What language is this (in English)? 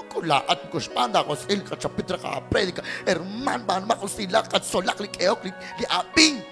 Kekchí